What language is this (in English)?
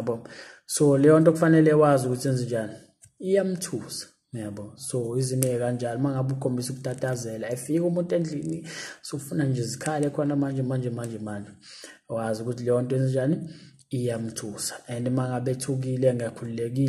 Zulu